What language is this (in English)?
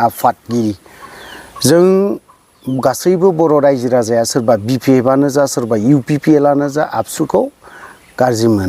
Bodo